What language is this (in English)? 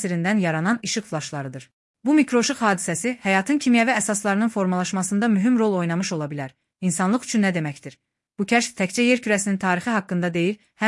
Azerbaijani